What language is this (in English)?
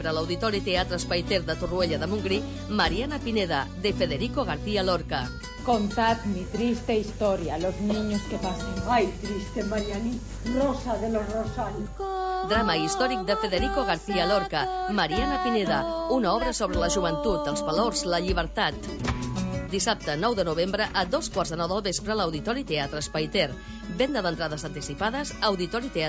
Catalan